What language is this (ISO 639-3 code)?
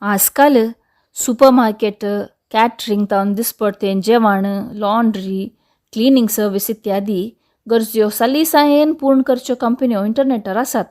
kok